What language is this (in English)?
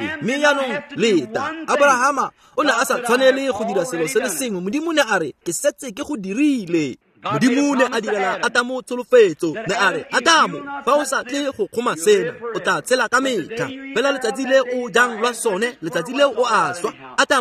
Tswana